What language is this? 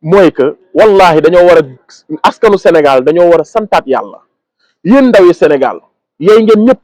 Wolof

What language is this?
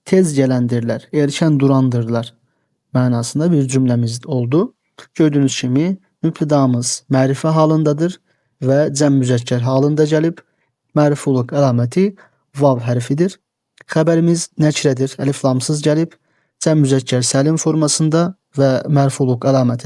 Azerbaijani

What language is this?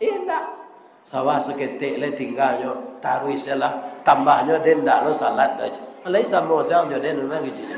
Minangkabau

